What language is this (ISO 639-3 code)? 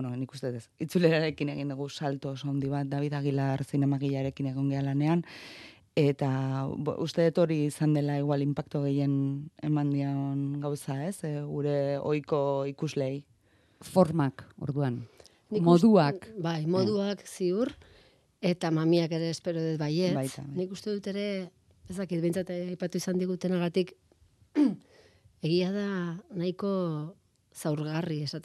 eus